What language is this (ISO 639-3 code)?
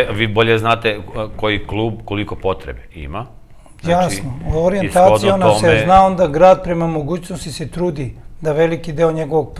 srp